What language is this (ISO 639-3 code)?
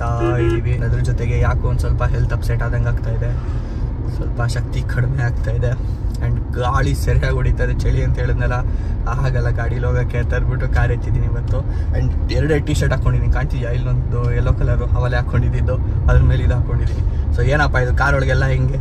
kan